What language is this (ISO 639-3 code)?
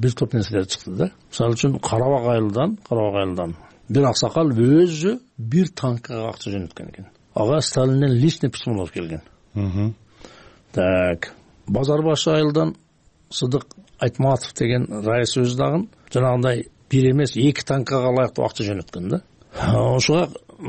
kir